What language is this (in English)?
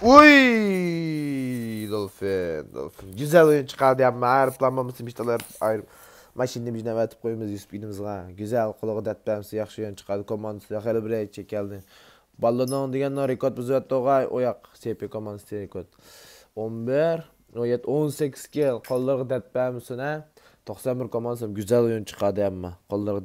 Uyghur